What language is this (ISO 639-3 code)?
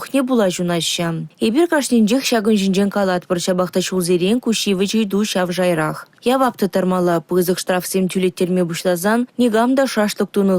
chv